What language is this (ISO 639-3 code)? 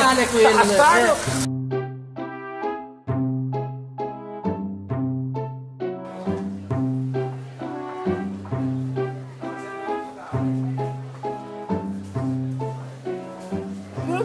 ita